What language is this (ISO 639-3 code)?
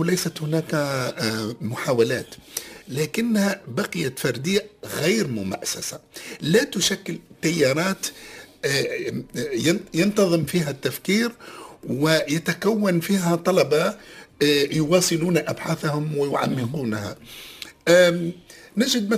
ara